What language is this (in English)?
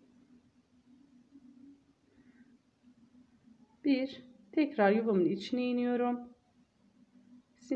Turkish